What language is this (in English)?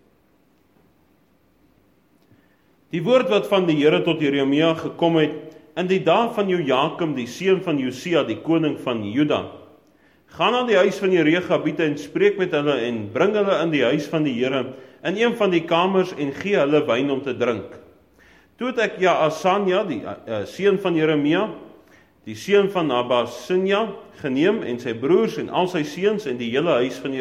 Afrikaans